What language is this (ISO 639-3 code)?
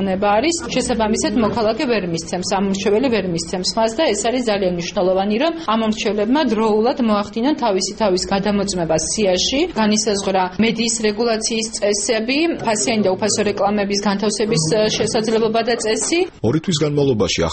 kat